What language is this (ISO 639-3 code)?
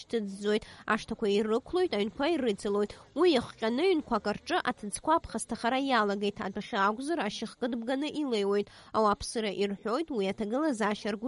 abk